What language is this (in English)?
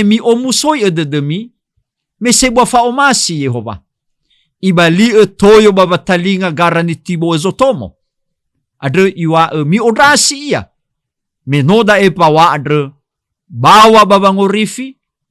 Nias